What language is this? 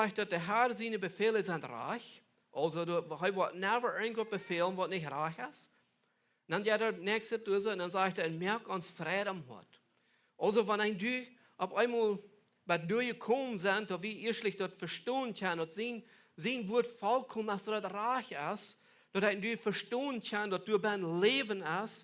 Plautdietsch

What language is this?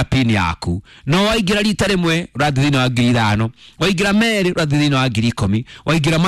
Kikuyu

